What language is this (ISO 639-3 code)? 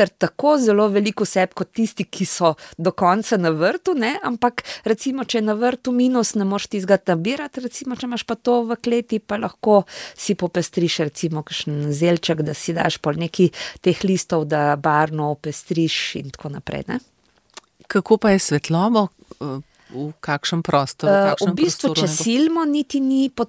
slv